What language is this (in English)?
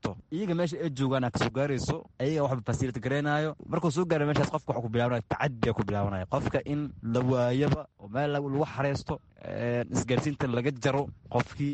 Somali